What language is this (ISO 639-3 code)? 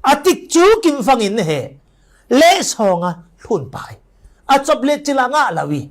cfm